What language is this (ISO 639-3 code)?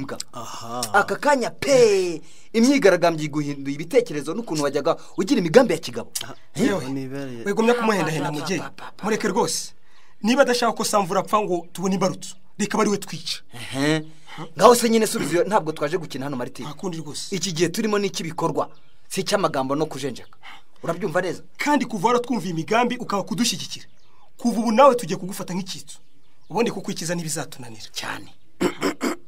kin